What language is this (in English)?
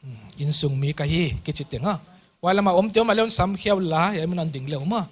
Paite Chin